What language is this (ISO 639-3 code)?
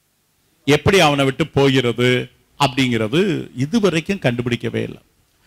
tam